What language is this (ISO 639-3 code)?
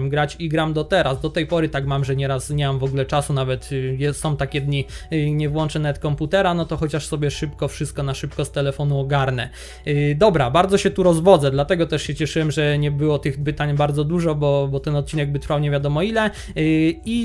pol